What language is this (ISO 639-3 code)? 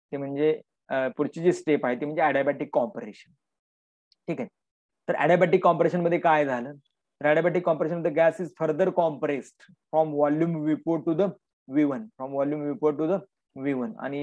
mar